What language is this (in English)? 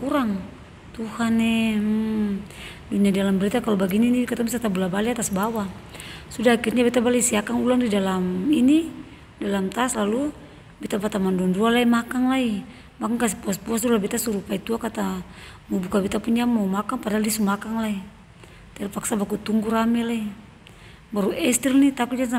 Ambonese Malay